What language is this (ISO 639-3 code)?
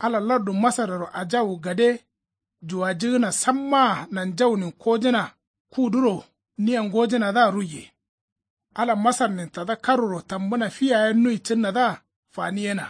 kau